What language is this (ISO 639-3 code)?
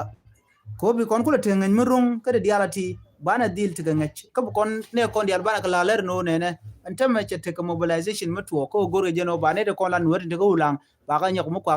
nus